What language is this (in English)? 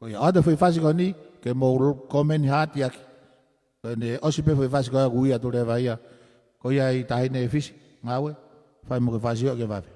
Tongan